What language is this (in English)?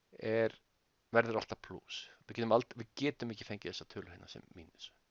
Icelandic